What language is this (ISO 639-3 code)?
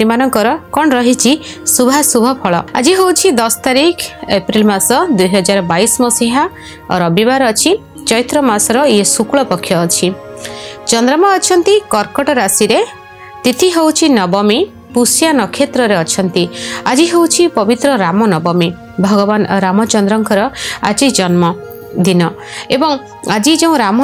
ori